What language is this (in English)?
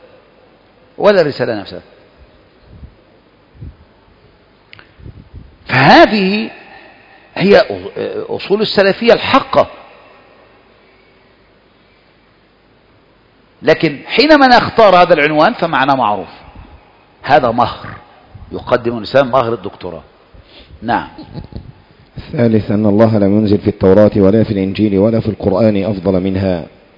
Arabic